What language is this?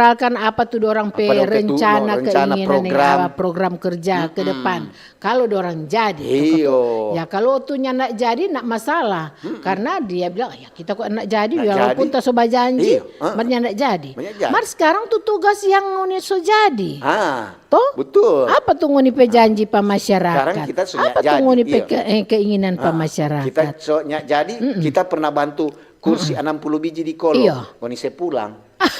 Manado Malay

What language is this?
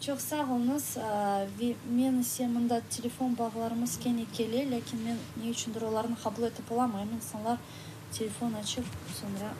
Crimean Tatar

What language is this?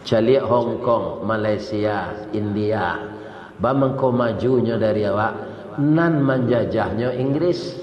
Minangkabau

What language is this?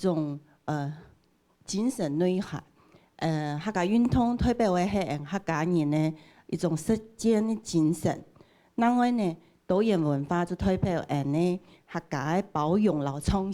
Hakka Chinese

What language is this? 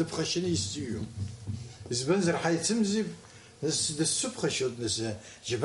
Abkhazian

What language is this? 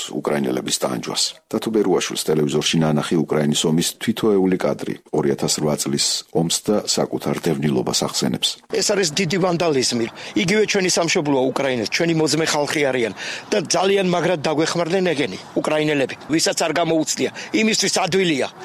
Georgian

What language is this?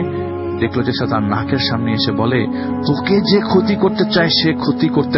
Bangla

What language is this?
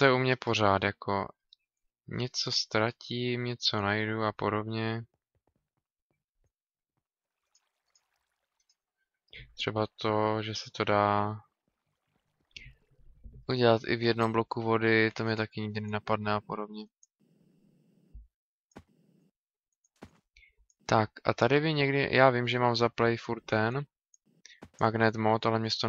Czech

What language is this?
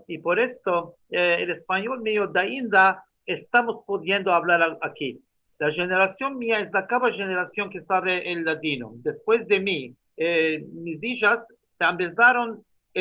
Ladino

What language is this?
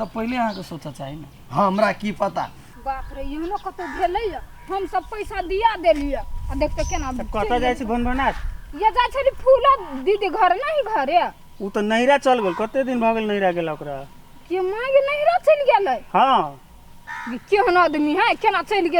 Maithili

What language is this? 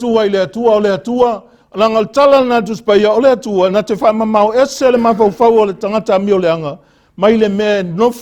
Samoan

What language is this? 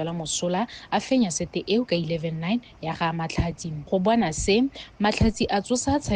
Tswana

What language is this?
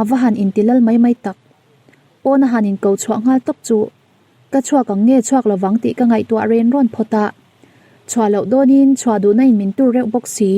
Mizo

